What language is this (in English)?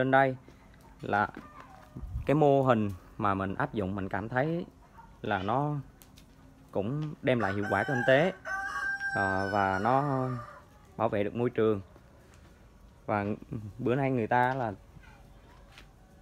Vietnamese